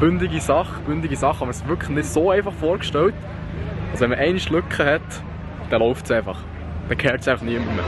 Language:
Swiss German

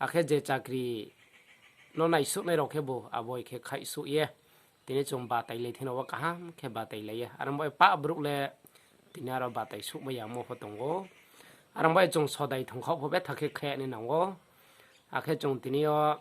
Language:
Riang (India)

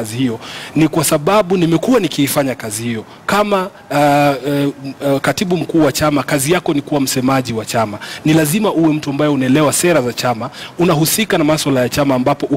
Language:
Swahili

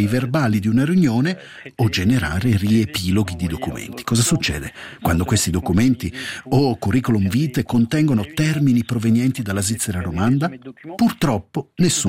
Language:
Italian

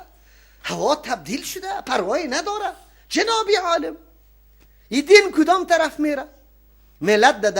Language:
Persian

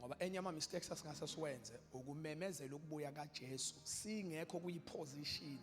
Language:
Zulu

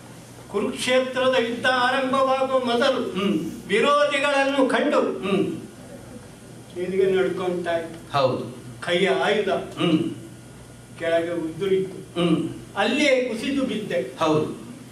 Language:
Kannada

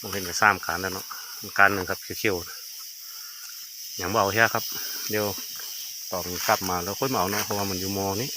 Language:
Northeastern Thai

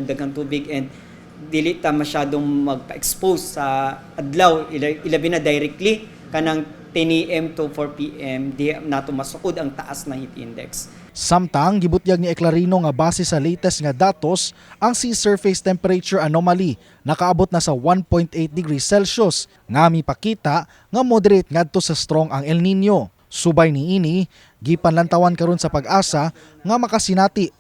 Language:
Cebuano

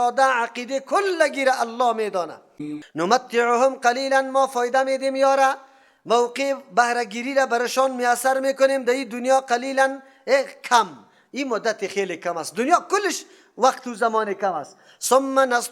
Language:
Persian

